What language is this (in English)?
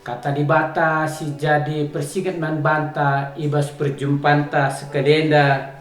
Batak Karo